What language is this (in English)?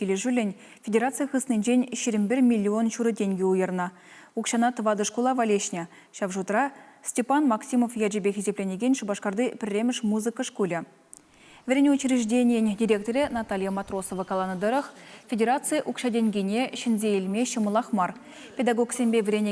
Chuvash